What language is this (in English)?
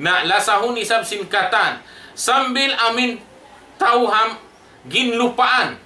Tausug